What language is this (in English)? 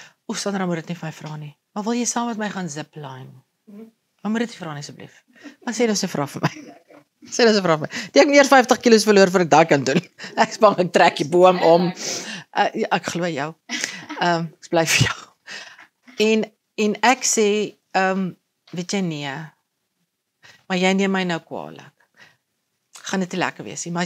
Afrikaans